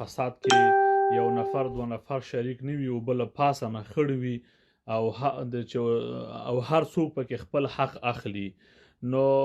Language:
Pashto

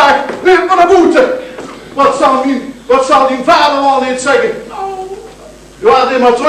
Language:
Limburgish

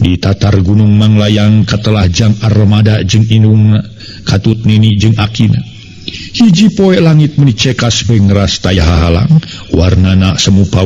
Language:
Sundanese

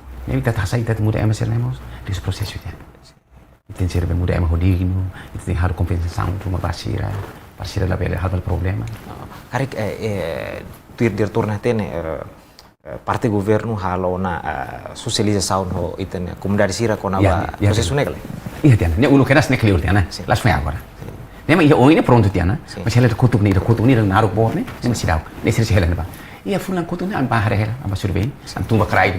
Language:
Tetum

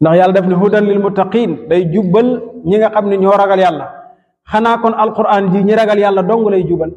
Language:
Wolof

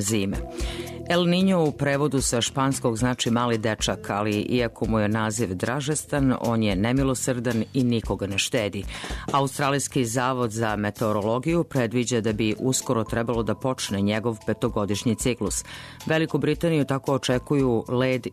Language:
Serbian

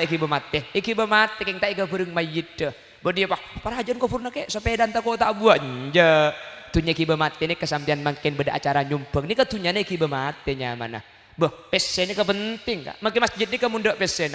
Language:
Madurese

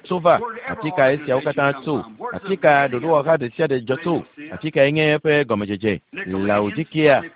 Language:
Ewe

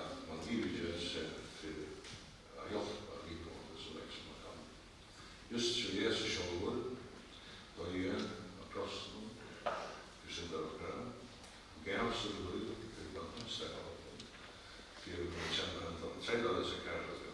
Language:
Faroese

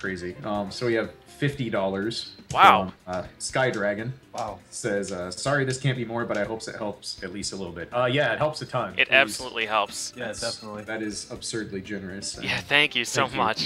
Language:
English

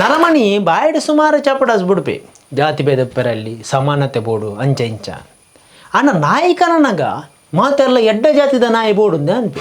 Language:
Tulu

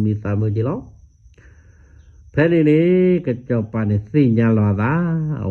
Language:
S'gaw Karen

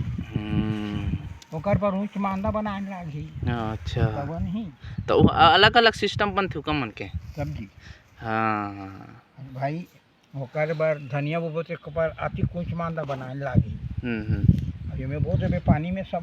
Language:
Chhattisgarhi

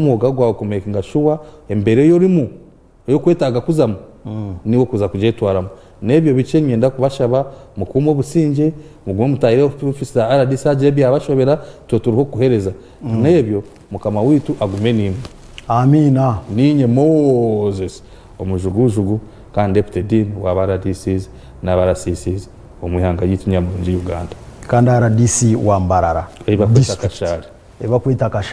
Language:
Nyankole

